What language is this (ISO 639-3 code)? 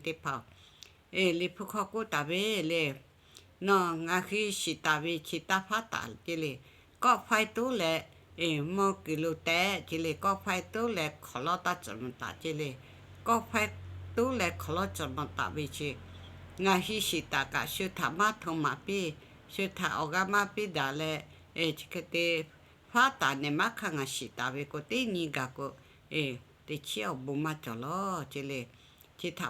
lhu